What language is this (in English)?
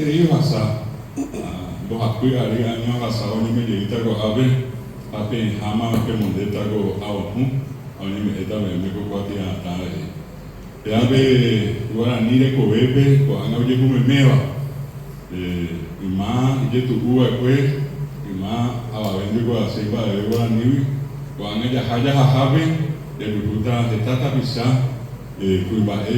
Guarani